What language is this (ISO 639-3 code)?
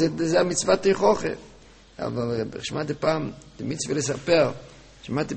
heb